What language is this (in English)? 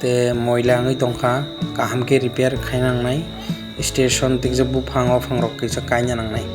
Kok Borok